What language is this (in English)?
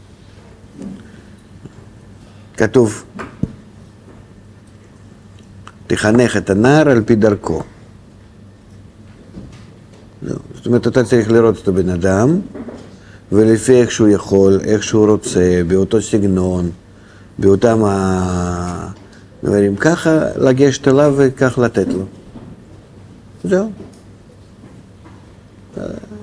Hebrew